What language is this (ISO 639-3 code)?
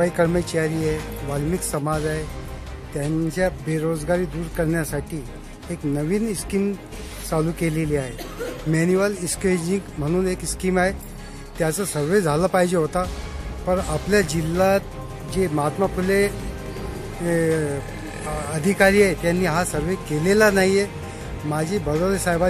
mar